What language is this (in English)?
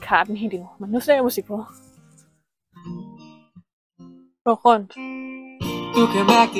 Danish